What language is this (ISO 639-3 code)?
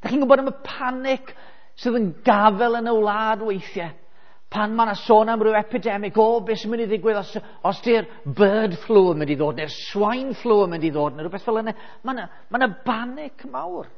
cym